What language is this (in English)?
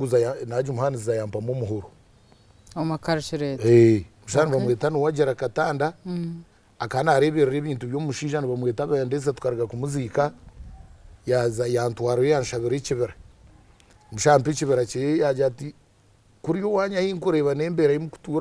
Nyankole